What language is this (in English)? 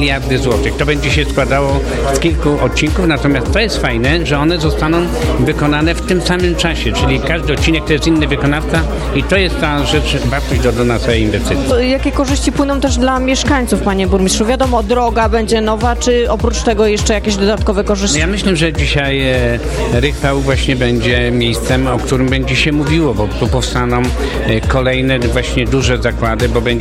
Polish